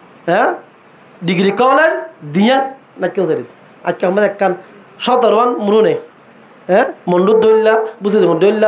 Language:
Rohingya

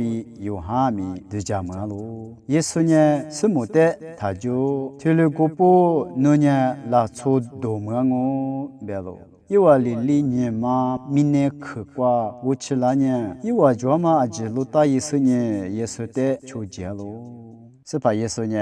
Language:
Lisu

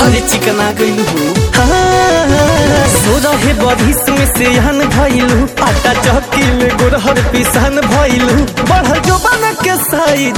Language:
Bhojpuri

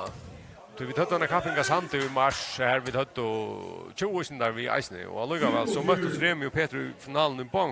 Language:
Faroese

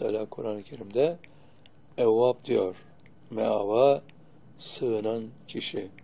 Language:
Turkish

